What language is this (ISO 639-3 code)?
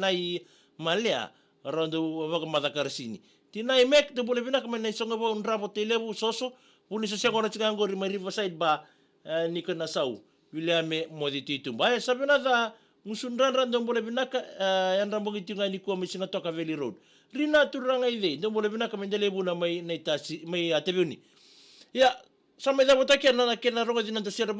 fij